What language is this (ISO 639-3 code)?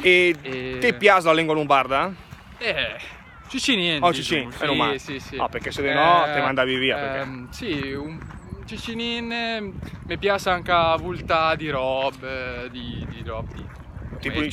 lmo